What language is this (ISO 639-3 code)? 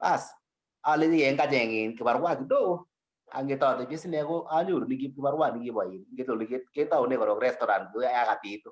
kln